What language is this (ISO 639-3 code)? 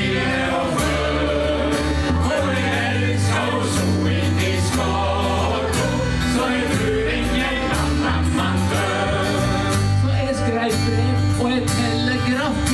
nor